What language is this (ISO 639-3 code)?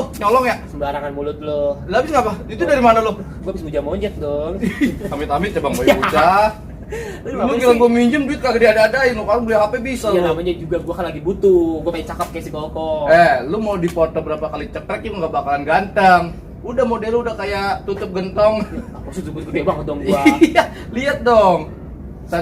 bew